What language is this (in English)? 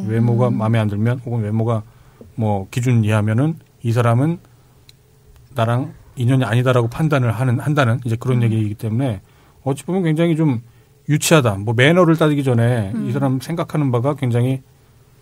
Korean